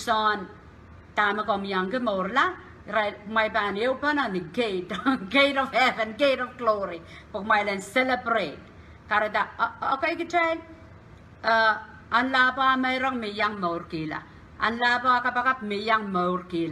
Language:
Pohnpeian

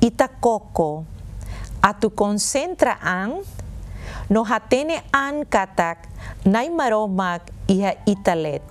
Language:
Tetum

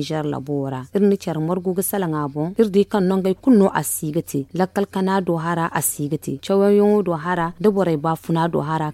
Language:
Zarma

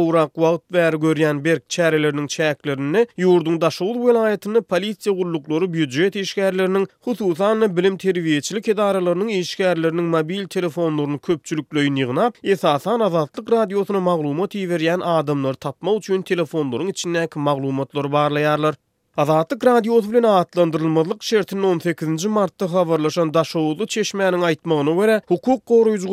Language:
Turkmen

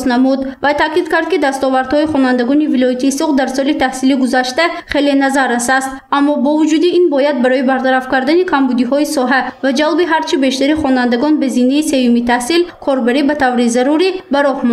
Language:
Tajik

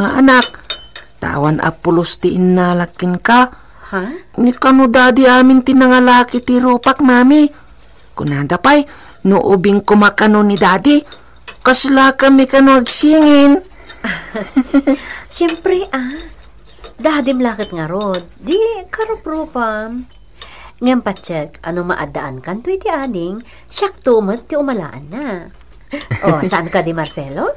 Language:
Iloko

